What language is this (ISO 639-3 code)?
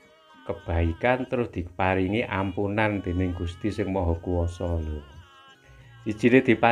jav